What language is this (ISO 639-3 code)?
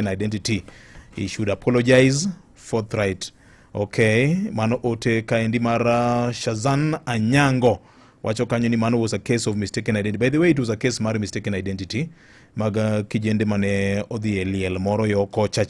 luo